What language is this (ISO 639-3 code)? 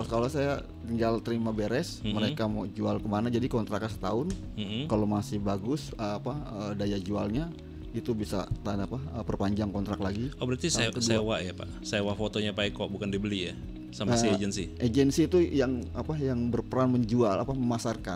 ind